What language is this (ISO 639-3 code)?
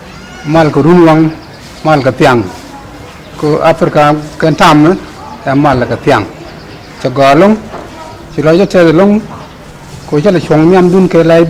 nus